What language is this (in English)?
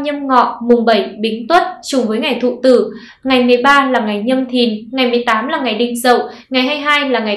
Vietnamese